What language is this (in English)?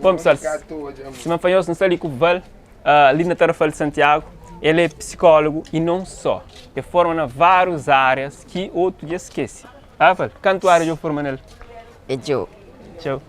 Kabuverdianu